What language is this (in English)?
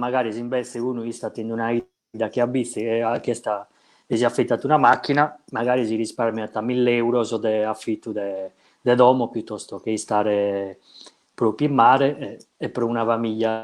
Sardinian